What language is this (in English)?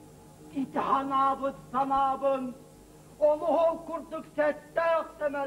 Yakut